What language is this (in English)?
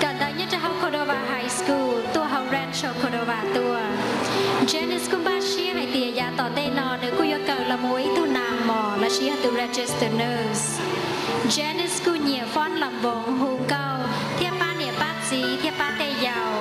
Hmong